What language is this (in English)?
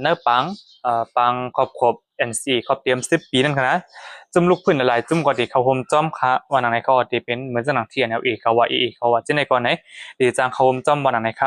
Shan